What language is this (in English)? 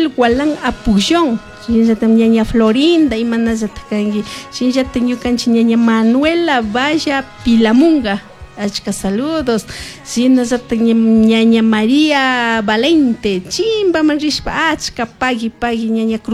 Chimborazo Highland Quichua